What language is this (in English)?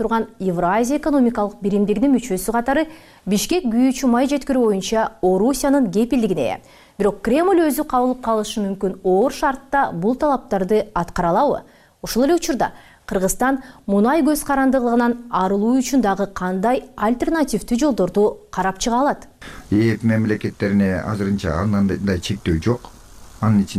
Kyrgyz